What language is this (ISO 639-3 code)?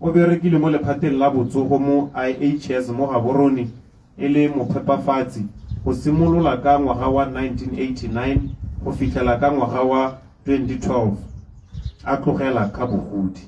tsn